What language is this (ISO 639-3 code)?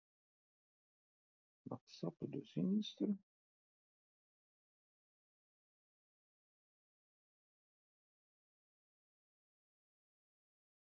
ita